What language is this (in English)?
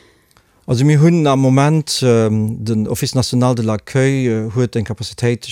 Luxembourgish